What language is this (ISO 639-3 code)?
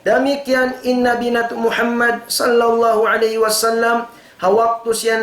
tsg